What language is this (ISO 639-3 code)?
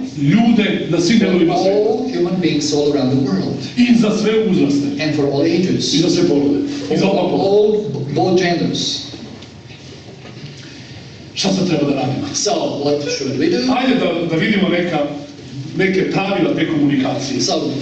srp